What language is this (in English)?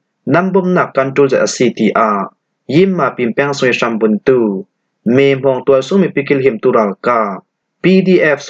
Falam Chin